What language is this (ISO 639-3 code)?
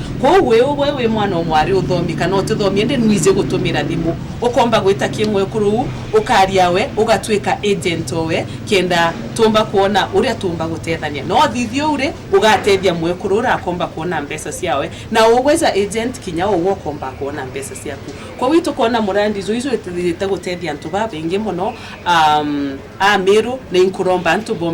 mer